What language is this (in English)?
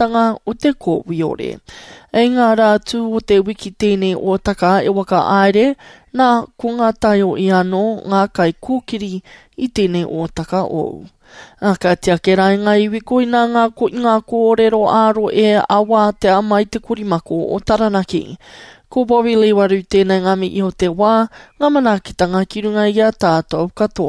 Māori